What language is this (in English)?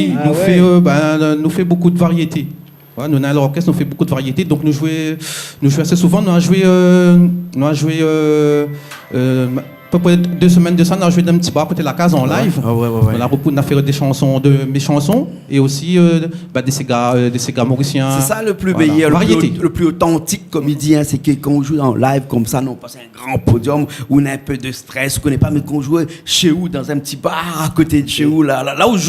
Réunion Creole French